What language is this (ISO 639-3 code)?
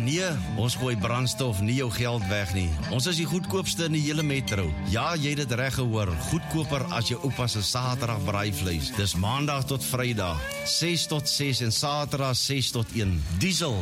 afr